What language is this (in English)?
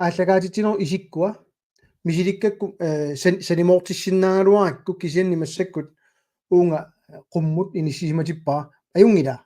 Kalaallisut